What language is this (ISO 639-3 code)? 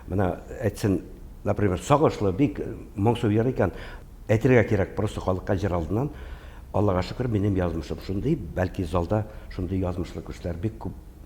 tat